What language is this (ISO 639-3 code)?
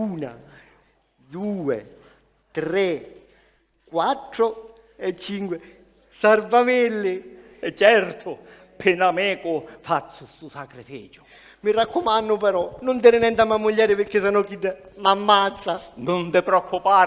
scn